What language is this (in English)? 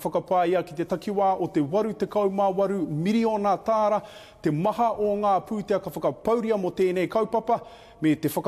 Māori